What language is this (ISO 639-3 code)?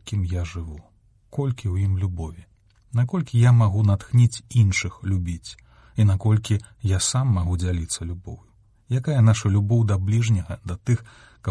bel